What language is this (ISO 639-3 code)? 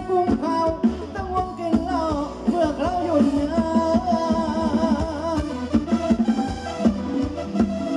tha